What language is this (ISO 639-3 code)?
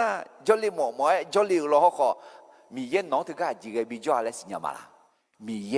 ahk